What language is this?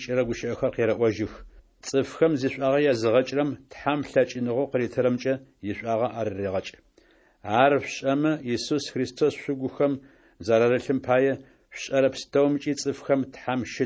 Adyghe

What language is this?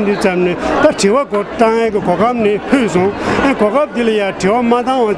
Tibetan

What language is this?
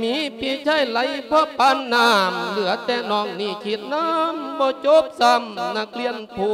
Lao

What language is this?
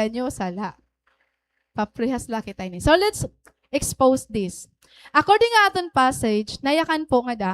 Waray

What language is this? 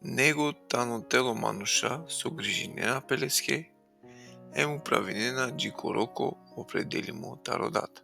Balkan Romani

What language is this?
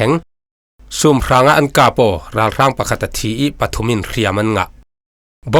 Falam Chin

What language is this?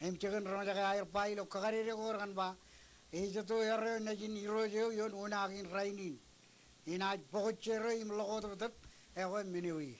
Marshallese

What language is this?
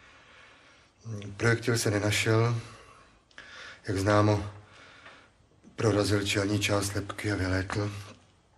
Czech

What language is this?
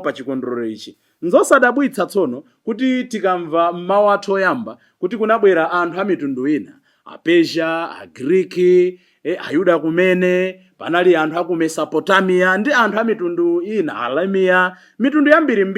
Nyanja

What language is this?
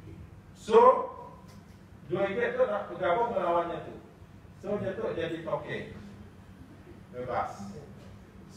Malay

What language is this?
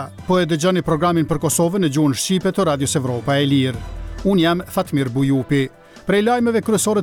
Albanian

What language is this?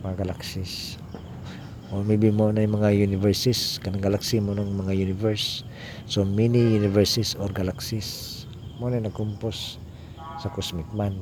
Cebuano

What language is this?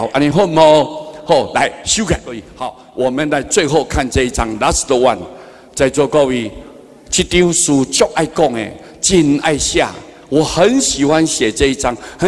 Min Nan Chinese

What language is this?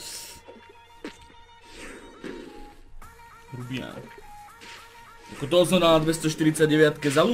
Slovak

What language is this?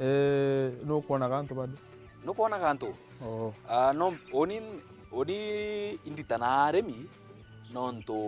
Meru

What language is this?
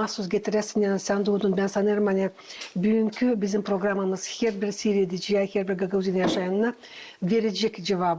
Gagauz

